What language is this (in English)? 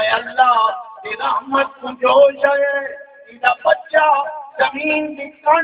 Saraiki